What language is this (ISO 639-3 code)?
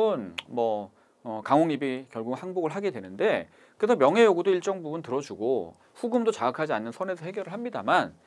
kor